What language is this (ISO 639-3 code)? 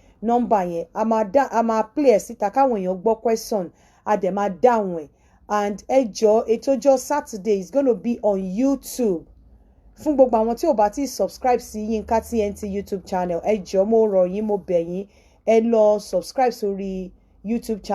yor